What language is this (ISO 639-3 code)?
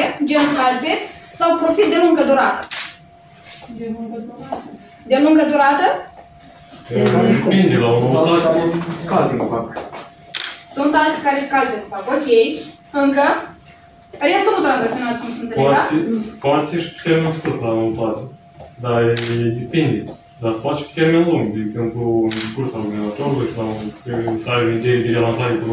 ron